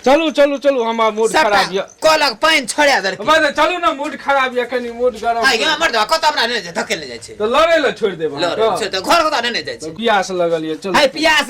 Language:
Maithili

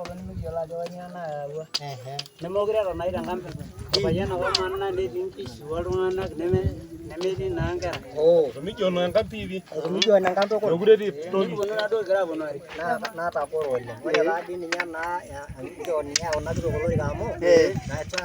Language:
Masai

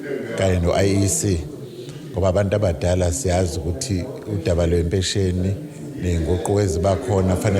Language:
Zulu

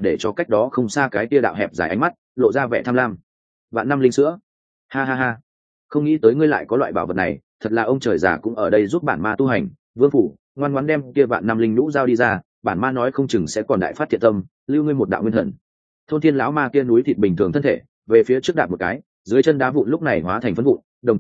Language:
Vietnamese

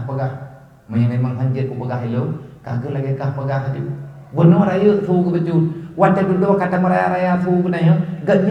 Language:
Achinese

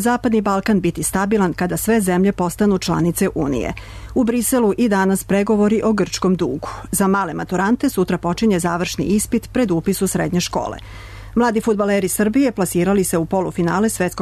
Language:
Serbian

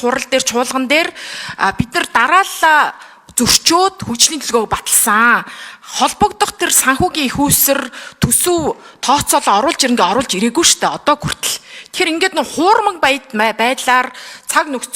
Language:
Mongolian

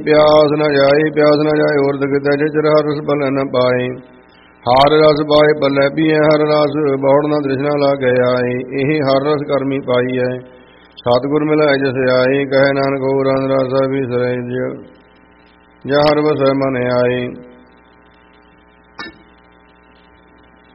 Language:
Punjabi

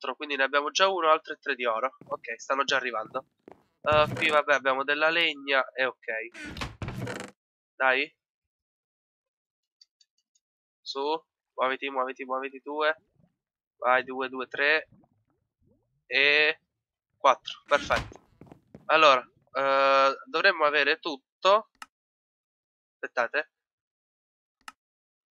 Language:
Italian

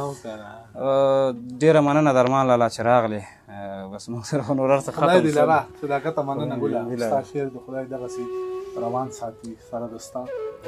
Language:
Pashto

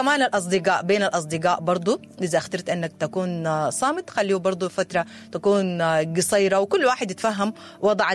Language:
Sudanese Arabic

